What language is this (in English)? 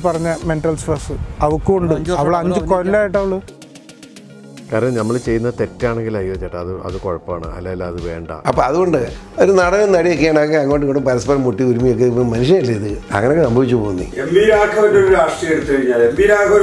Malayalam